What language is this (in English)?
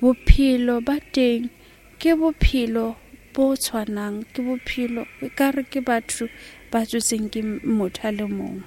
Southern Sotho